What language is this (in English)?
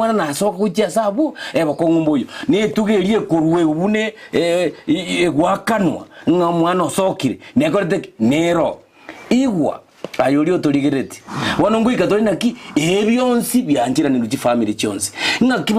Gusii